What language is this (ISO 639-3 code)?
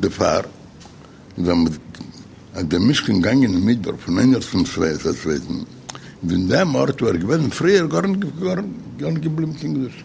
yid